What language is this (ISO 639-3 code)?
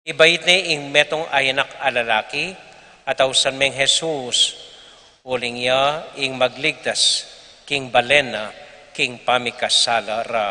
pam